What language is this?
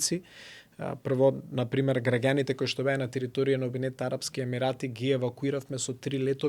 Macedonian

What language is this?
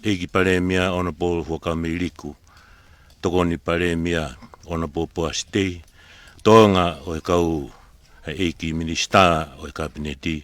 Tongan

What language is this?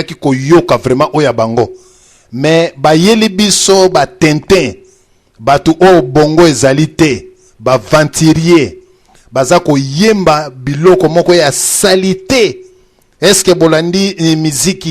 Lingala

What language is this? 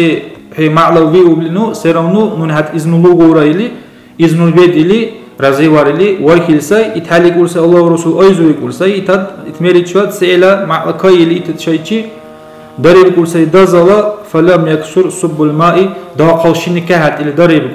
Dargwa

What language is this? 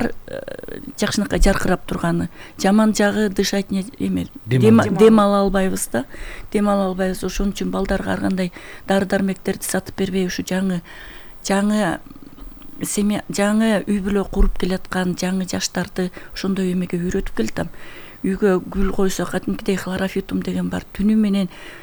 Kyrgyz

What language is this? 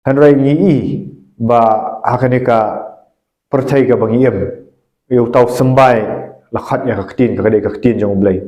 Khasi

